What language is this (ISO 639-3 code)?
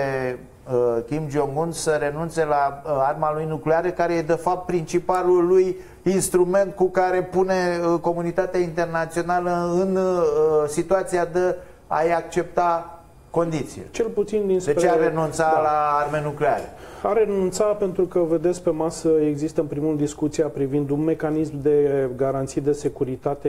ron